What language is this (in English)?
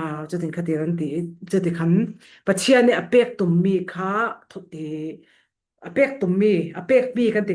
Falam Chin